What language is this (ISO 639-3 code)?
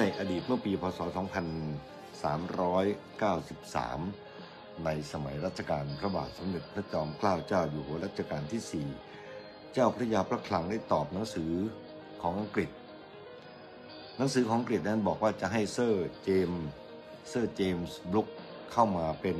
tha